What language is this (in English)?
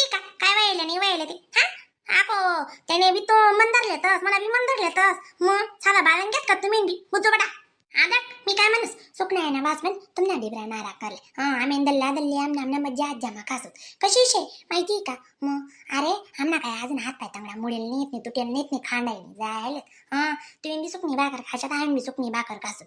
Khandesi